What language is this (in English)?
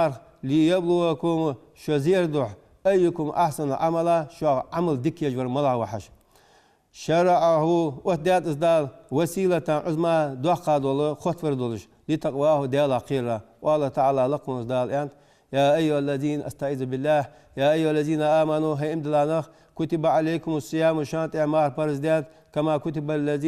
Ingush